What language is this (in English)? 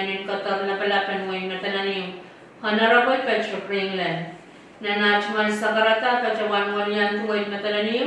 Pohnpeian